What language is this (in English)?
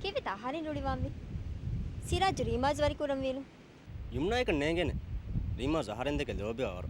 Divehi